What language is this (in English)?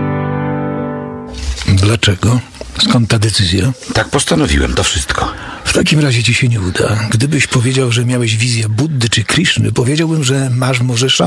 Polish